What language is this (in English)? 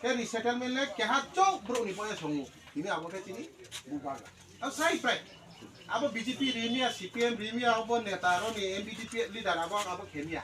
Riang (India)